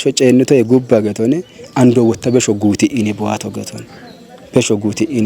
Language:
Kafa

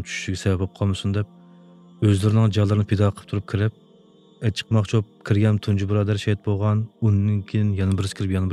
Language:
Uyghur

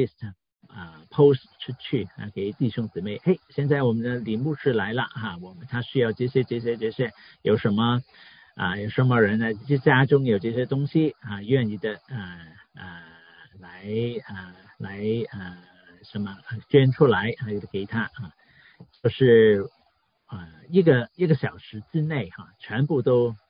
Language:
Chinese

